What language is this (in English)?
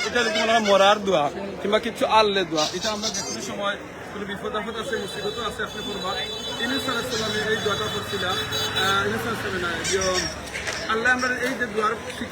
Sylheti